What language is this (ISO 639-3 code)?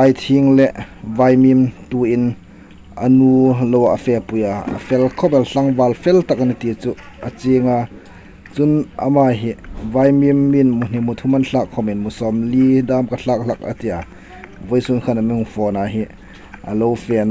hmr